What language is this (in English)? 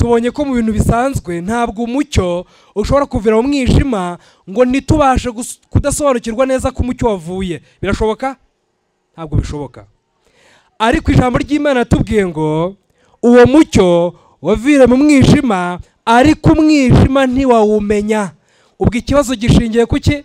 Kinyarwanda